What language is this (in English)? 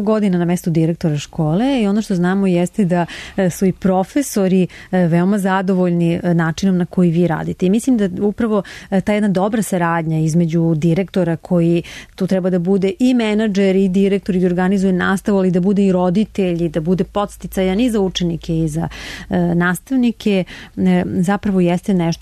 Serbian